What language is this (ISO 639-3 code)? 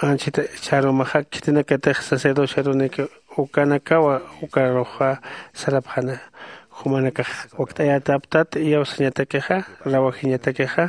aym